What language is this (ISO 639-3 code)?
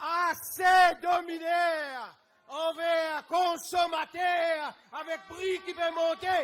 mfe